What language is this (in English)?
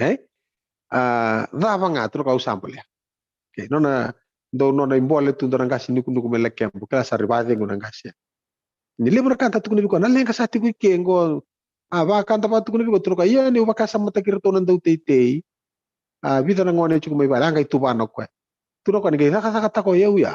Fijian